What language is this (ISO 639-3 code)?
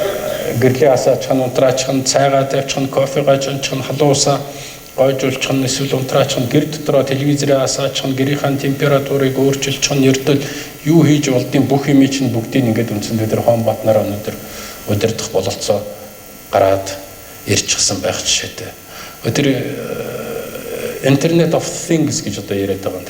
mon